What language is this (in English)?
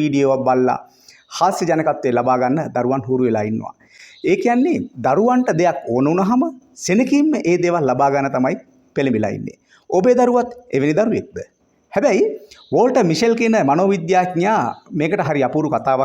Sinhala